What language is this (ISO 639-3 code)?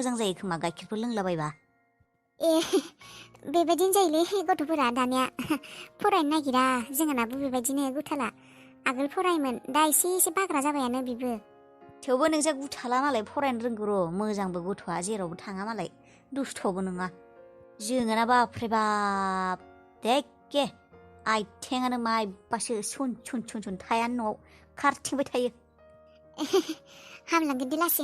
brx